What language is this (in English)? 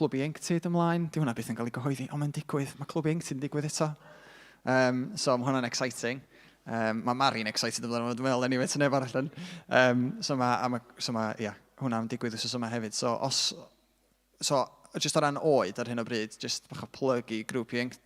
Welsh